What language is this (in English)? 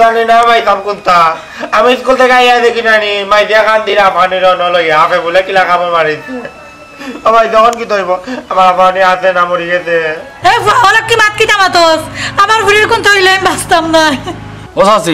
Sylheti